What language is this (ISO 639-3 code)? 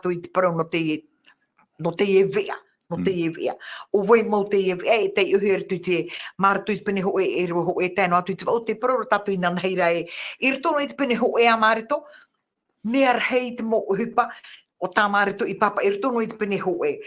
tah